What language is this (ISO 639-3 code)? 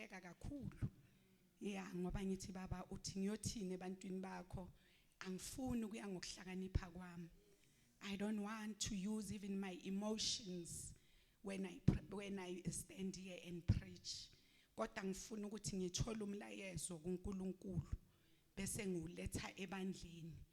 zul